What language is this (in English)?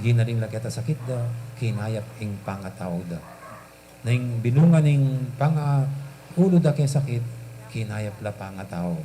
Pampanga